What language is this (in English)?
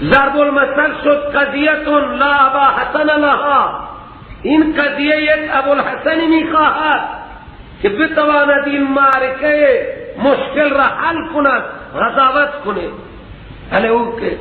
Persian